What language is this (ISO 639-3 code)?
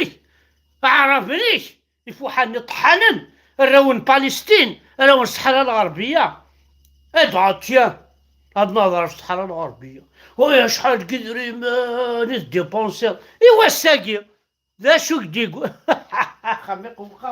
kab